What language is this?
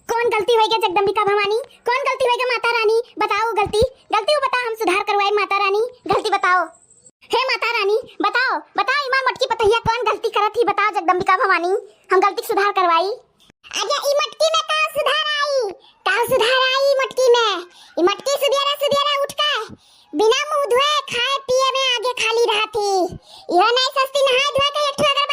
Awadhi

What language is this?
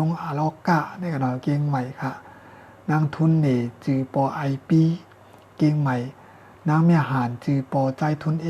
Shan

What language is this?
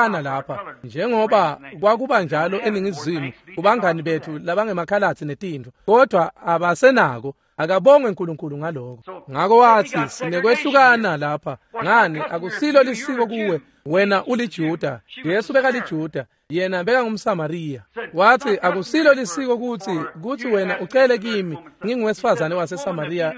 Swati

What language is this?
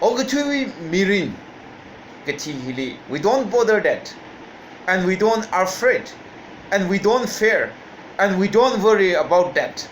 Tangkhul Naga (India)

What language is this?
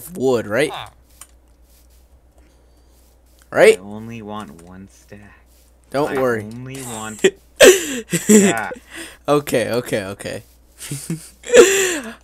English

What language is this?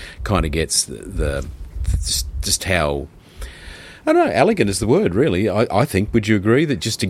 English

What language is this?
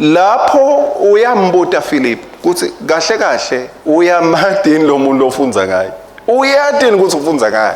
Swati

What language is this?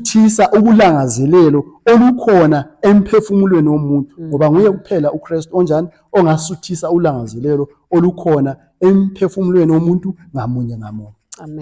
Zulu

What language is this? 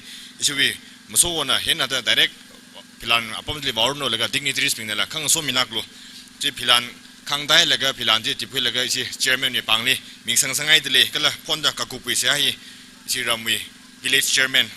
Tangkhul Naga (India)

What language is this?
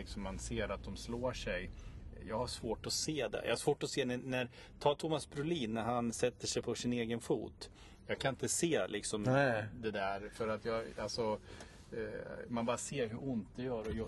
Swedish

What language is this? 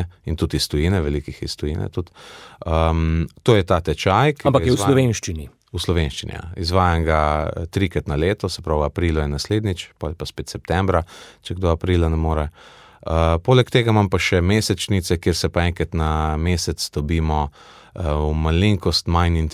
Slovenian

